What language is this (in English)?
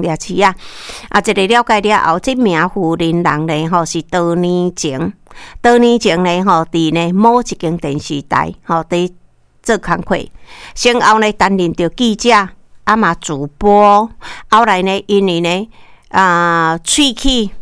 Min Nan Chinese